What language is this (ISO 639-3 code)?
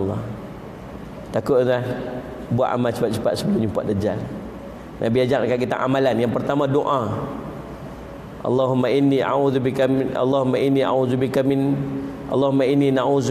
msa